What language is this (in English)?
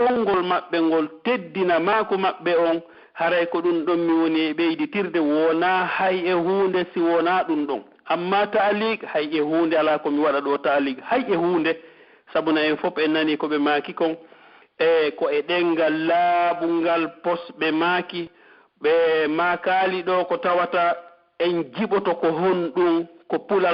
Pular